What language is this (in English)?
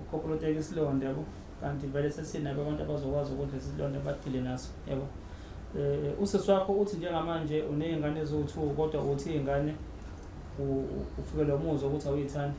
Zulu